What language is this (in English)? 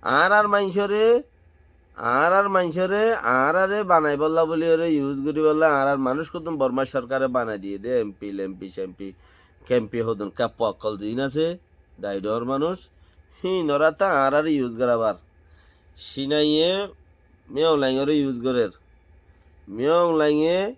Rohingya